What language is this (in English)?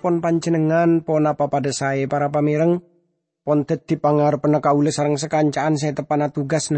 Madurese